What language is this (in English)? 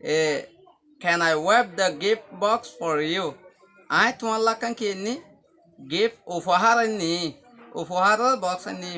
Rohingya